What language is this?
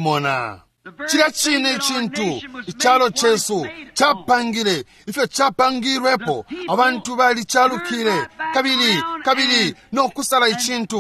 Bemba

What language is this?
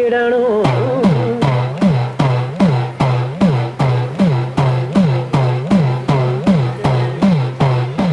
Tamil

